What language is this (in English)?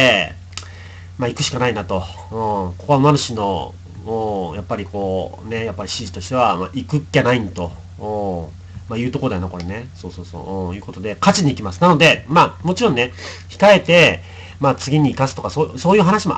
Japanese